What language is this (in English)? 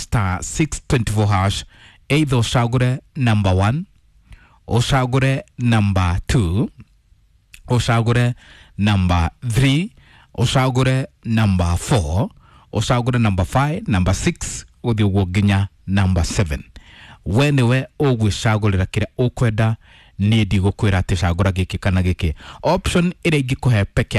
Kikuyu